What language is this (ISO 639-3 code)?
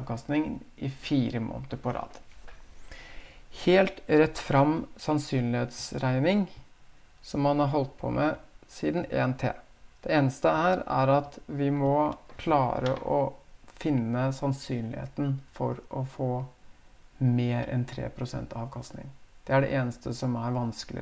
nor